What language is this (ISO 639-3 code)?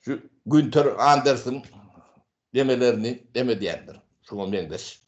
tuk